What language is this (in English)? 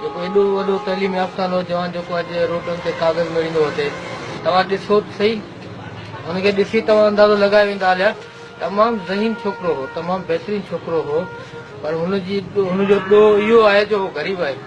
Sindhi